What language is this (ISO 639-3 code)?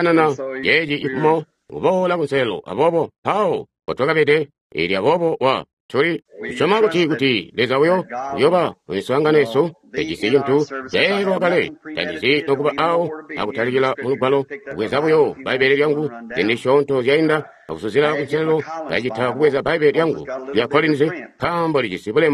toi